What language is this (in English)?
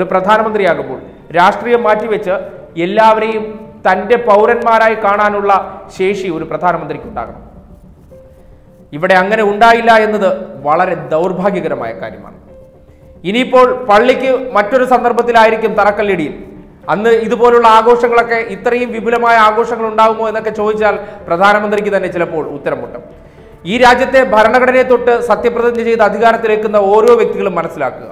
Malayalam